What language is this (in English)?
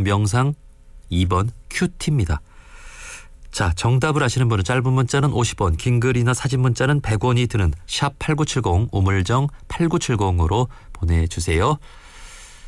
Korean